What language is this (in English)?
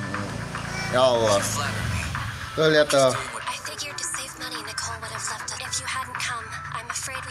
Indonesian